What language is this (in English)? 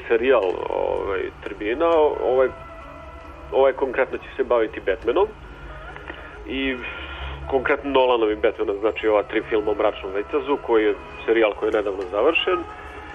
Serbian